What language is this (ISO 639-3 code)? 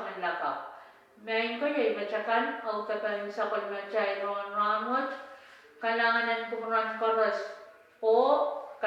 pon